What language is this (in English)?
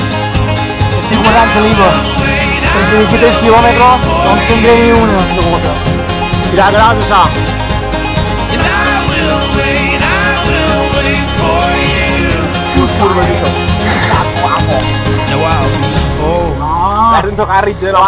Catalan